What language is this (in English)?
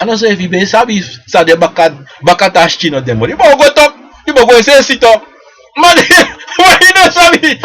Sranan Tongo